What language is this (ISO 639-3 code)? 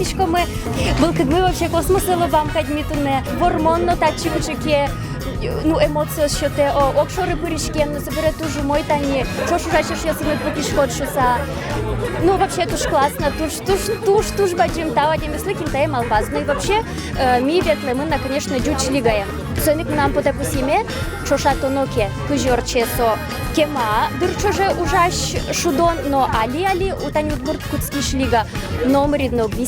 udm